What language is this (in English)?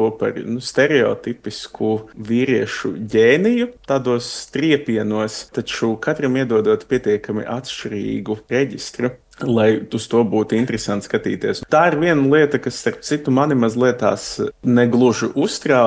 Latvian